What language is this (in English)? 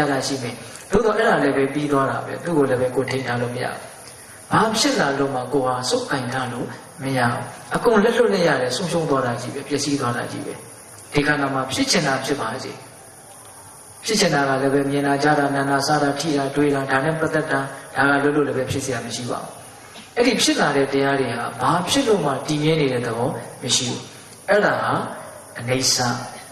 Burmese